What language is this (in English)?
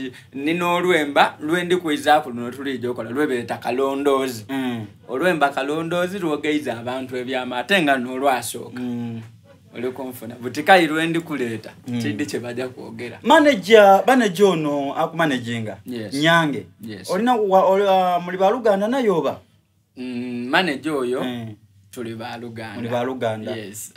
Soga